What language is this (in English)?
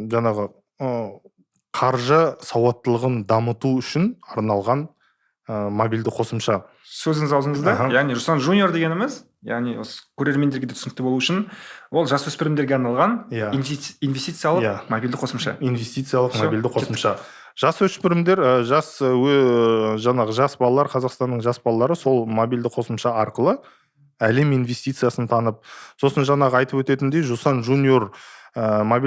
Kazakh